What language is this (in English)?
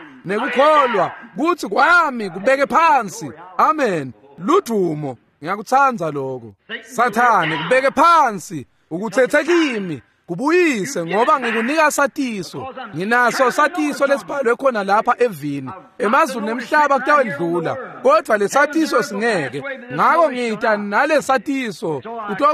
Swati